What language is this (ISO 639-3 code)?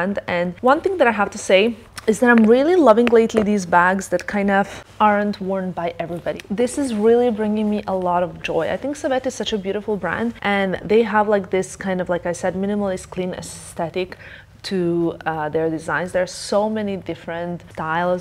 eng